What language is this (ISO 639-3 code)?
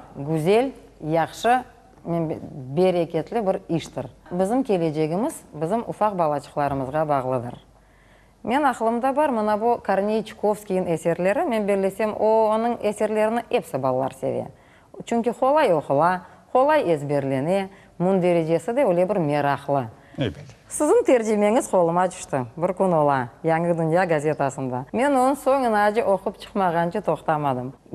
crh